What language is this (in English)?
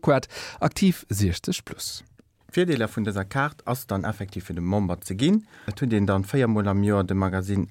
Luxembourgish